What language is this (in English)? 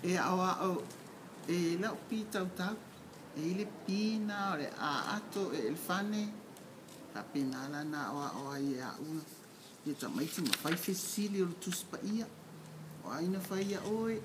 Samoan